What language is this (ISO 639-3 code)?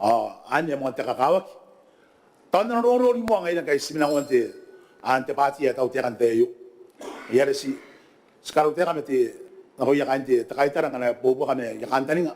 gil